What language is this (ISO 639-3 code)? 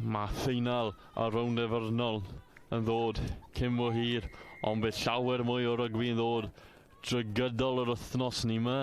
cym